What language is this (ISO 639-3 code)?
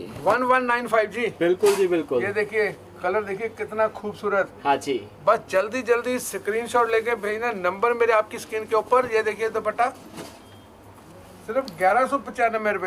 hin